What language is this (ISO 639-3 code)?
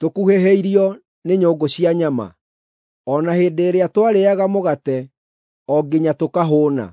kik